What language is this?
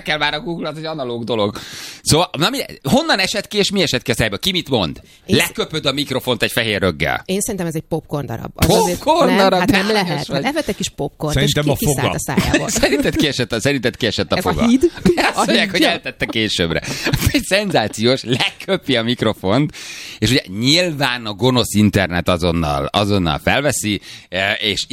Hungarian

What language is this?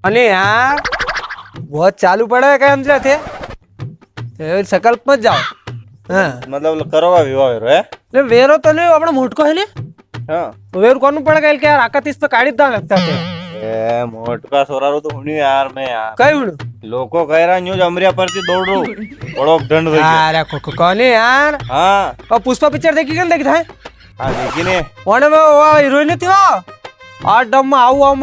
Rajasthani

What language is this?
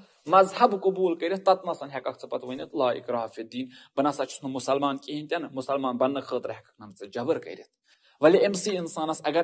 Kashmiri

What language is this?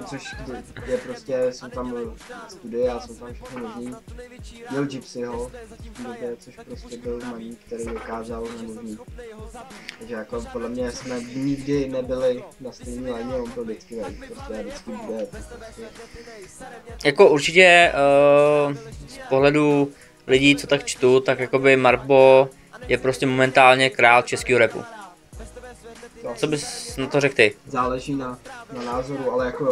Czech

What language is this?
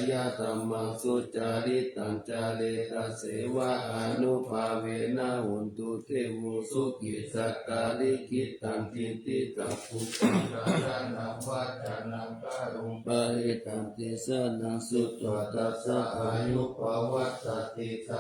Pali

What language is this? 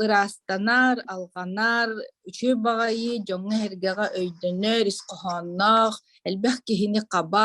Yakut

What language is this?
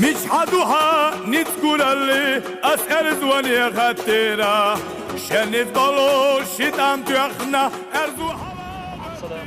Chechen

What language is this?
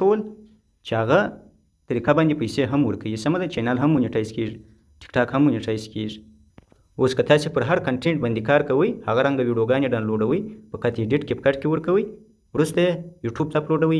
Pashto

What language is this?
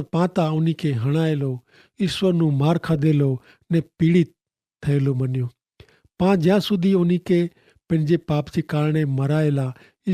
Kachhi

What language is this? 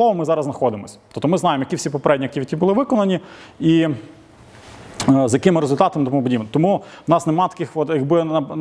Ukrainian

